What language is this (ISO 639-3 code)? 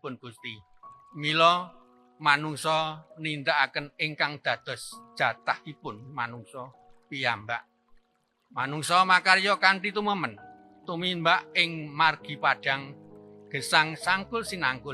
jav